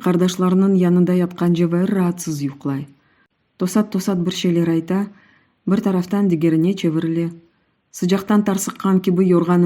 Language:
Crimean Tatar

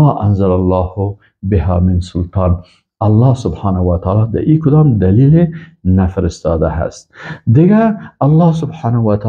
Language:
Persian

